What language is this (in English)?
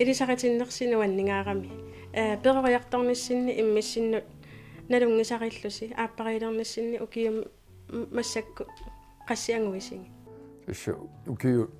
Kalaallisut